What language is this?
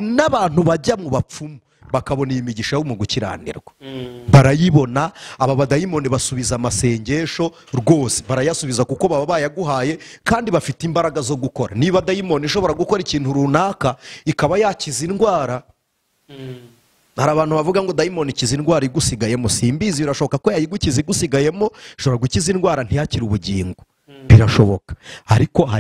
Kinyarwanda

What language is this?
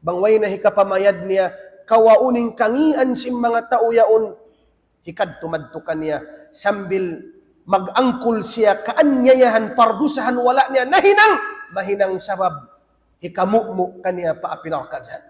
Tausug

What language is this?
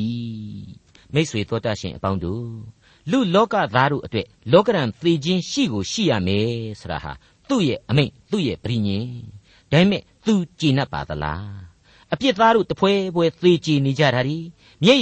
Burmese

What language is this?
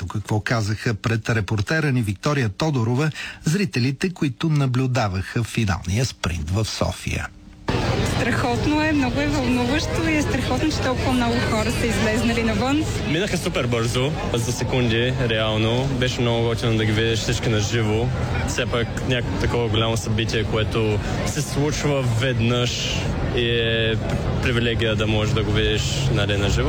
Bulgarian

